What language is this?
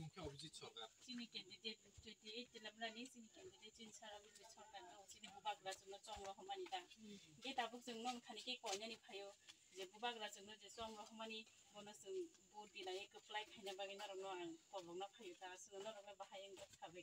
Kok Borok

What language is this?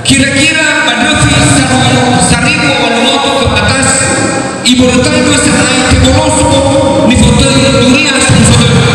Nias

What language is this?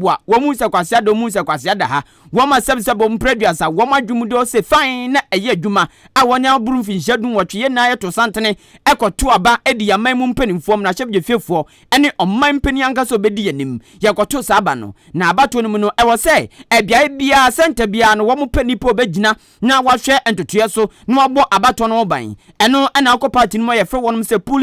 Akan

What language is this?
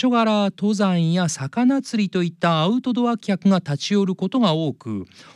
Japanese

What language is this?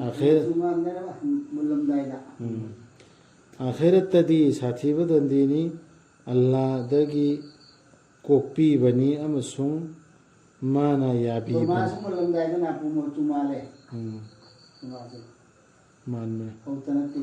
Manipuri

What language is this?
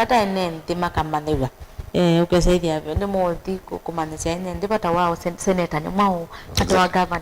Kamba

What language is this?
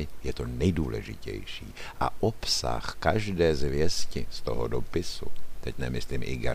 Czech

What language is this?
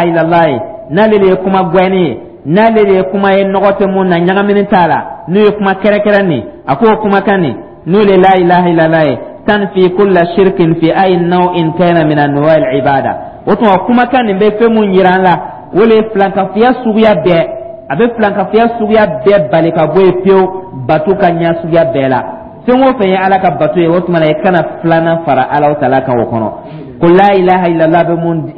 Dyula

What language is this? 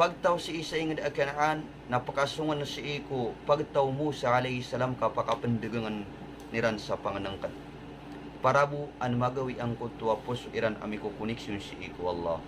Maranao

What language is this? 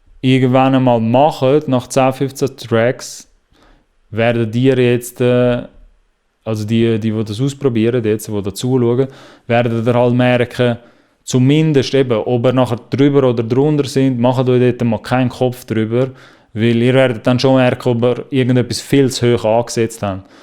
Swiss German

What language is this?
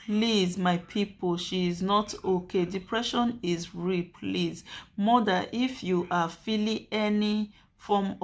Nigerian Pidgin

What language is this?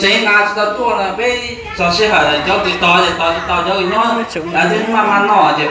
Hmong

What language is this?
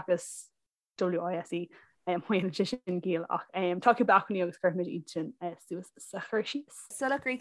Irish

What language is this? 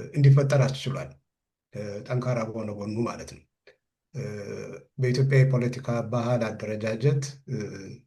Amharic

